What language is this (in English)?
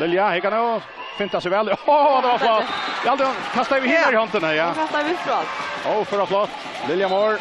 Faroese